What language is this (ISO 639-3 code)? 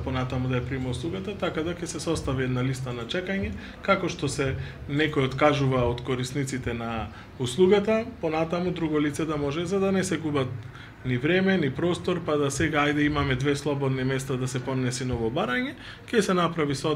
mkd